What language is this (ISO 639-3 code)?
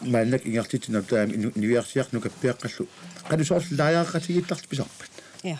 kal